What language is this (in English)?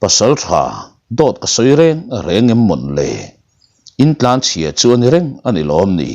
Mizo